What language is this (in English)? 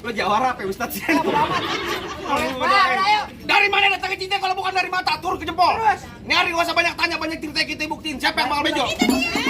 Betawi